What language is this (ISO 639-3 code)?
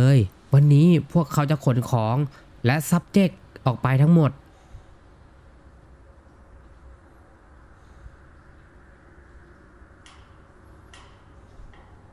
tha